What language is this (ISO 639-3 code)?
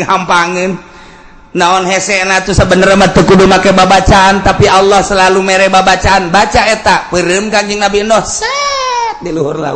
sun